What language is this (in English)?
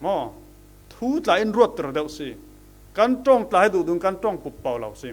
Falam Chin